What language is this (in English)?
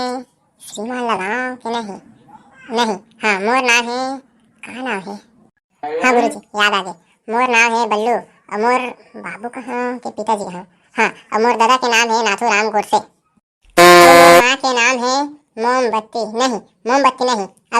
Chhattisgarhi